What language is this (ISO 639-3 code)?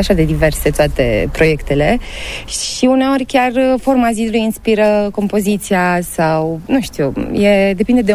ron